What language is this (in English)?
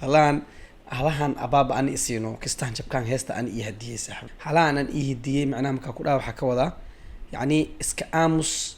Somali